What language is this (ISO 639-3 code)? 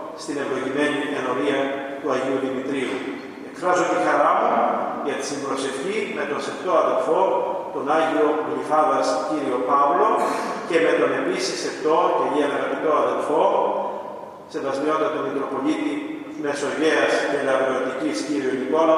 ell